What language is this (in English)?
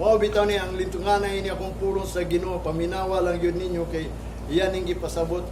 Cebuano